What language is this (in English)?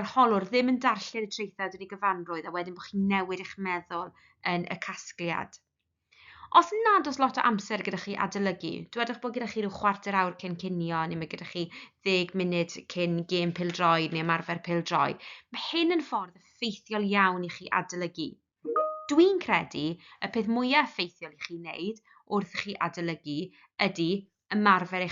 Welsh